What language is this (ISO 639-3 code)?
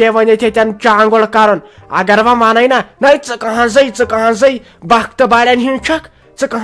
kas